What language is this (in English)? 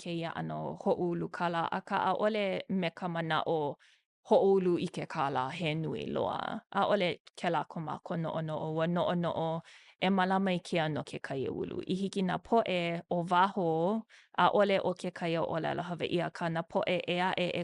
Hawaiian